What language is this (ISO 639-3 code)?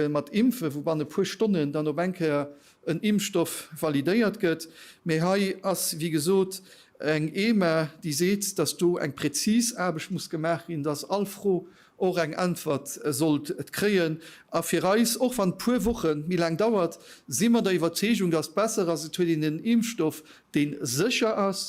ltz